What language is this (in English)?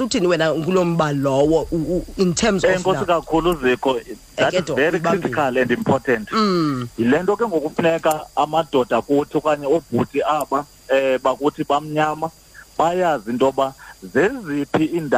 Xhosa